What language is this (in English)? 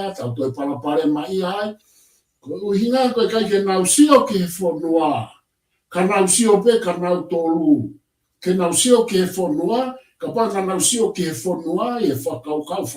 Tongan